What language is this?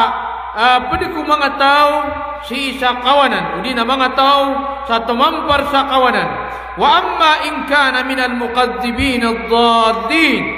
Maranao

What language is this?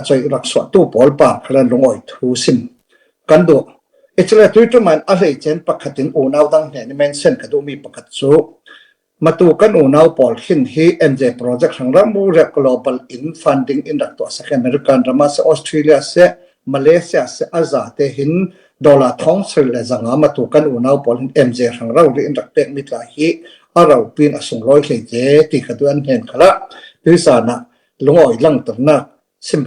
Falam Chin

